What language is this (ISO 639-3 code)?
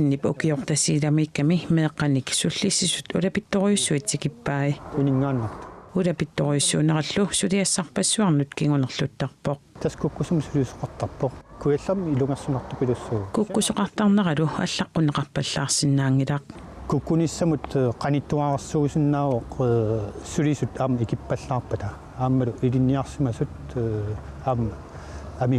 kal